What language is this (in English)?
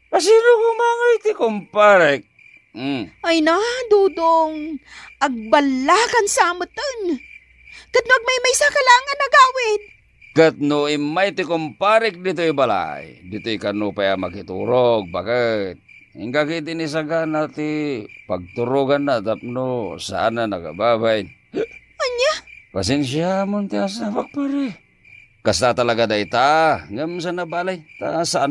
Iloko